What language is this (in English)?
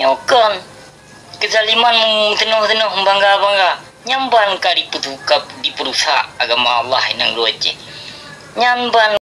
Achinese